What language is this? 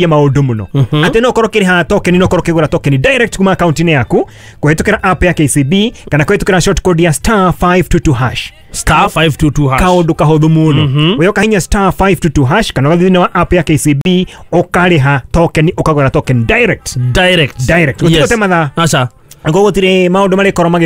Kikuyu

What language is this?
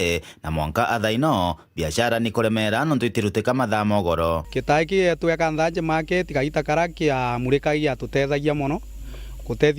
Meru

